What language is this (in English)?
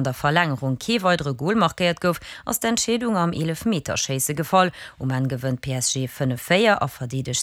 Luxembourgish